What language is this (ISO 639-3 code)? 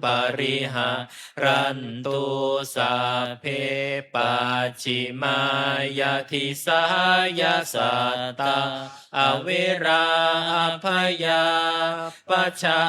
pli